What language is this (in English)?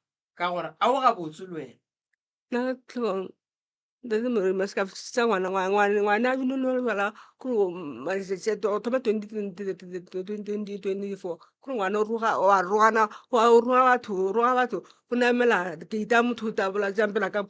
Northern Sotho